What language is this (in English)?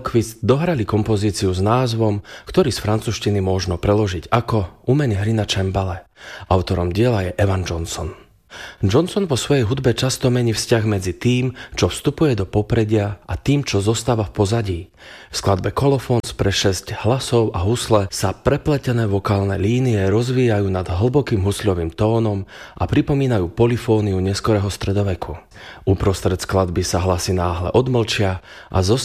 Slovak